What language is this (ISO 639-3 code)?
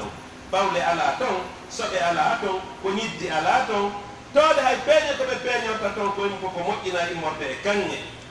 fuf